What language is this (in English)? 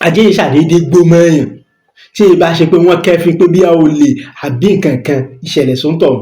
Yoruba